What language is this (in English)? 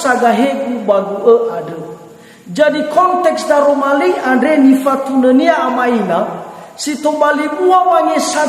Nias